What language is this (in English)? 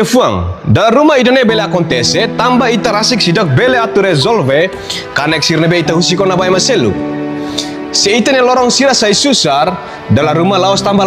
Tetum